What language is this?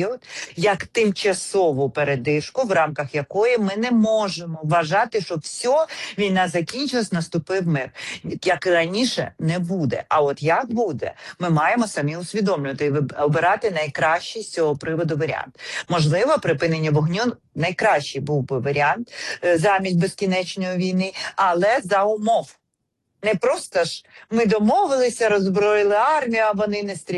Ukrainian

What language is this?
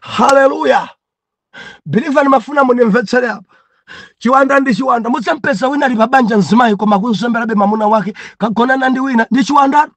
Nyanja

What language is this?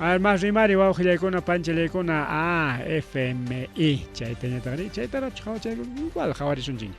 Ayacucho Quechua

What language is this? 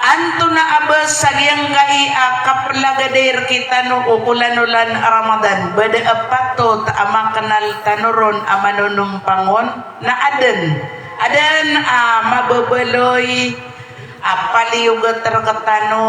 Maranao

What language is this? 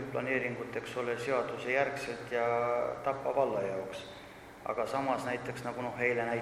Estonian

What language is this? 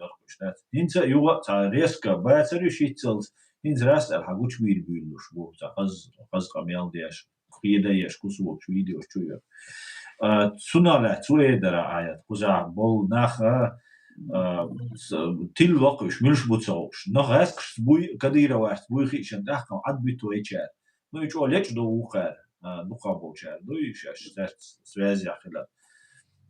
Chechen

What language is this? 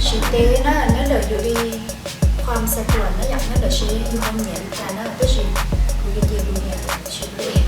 Hmong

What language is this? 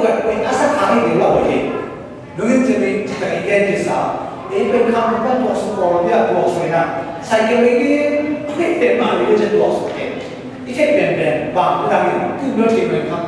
Tedim Chin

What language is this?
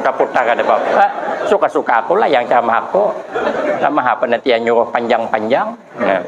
Banjar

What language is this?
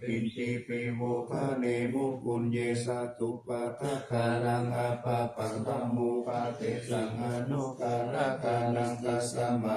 Pali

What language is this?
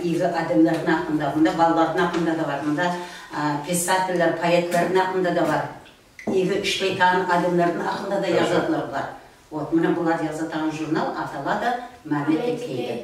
Nogai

